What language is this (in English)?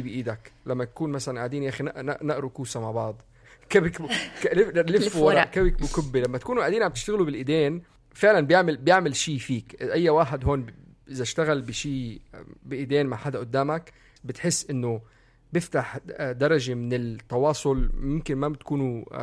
North Levantine Arabic